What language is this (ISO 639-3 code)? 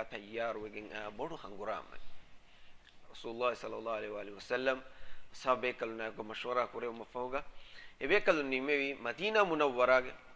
div